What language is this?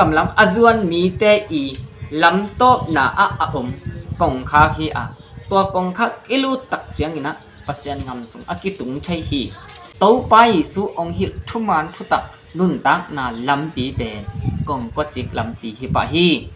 Tedim Chin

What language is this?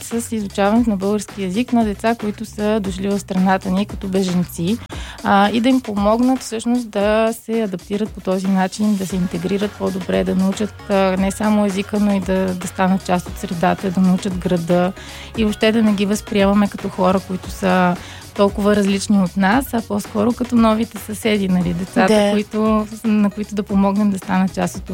Bulgarian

